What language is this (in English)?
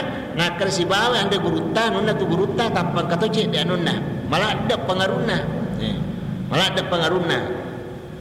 Buginese